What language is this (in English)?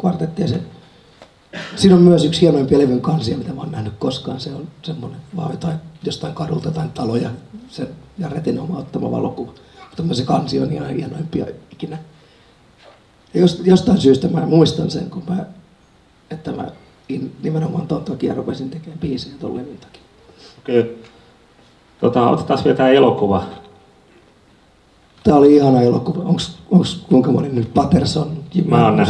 Finnish